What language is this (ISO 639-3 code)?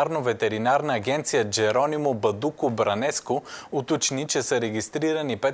bul